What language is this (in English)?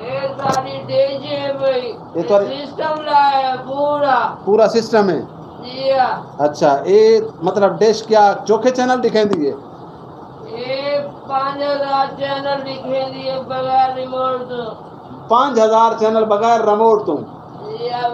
Saraiki